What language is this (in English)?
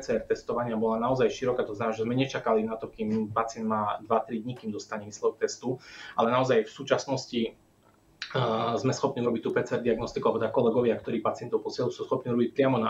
Slovak